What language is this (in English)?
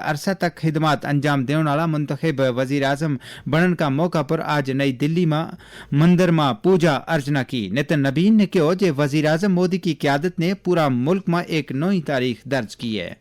Gujari